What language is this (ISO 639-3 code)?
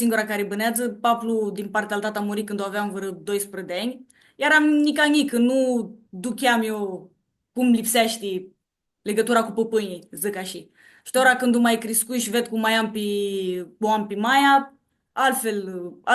rup